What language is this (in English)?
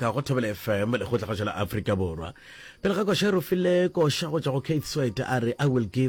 Northern Sotho